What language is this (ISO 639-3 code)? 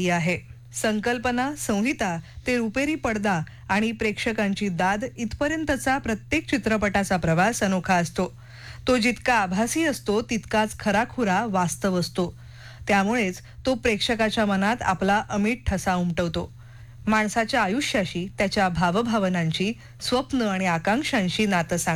mar